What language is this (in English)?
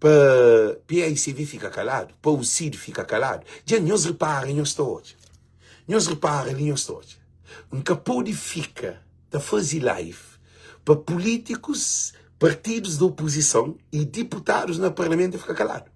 Kabuverdianu